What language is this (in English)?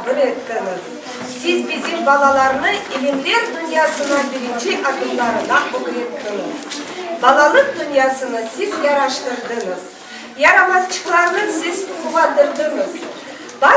Crimean Tatar